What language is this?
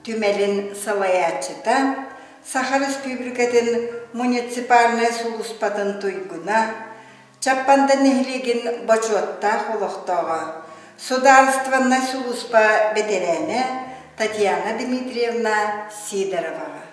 Yakut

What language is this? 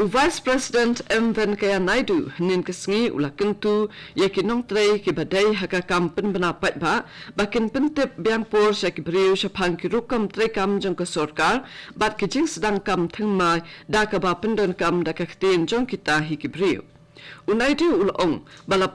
Khasi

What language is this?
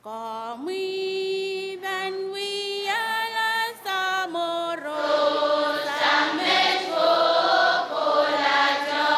Pohnpeian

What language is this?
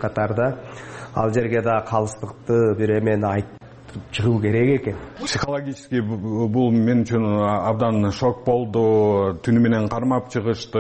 Kyrgyz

